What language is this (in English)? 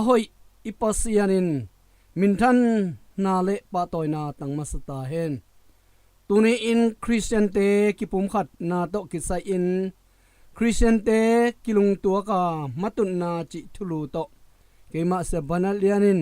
Tedim Chin